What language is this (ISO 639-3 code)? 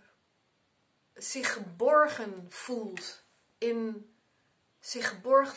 nld